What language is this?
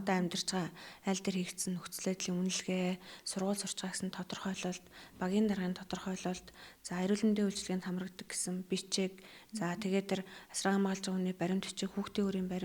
Mongolian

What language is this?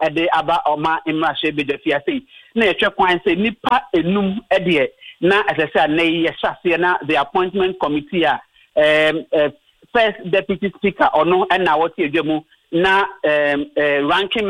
Akan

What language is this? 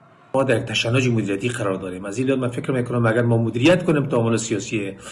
Persian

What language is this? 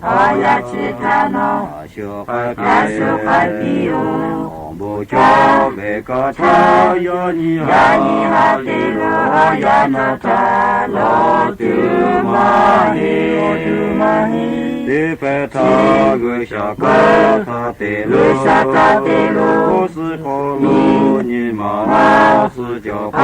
Lahu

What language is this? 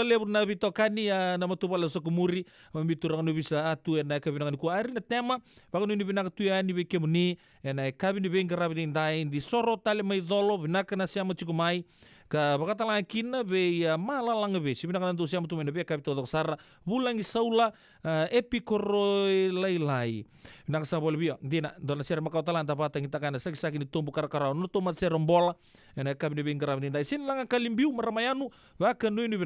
Fijian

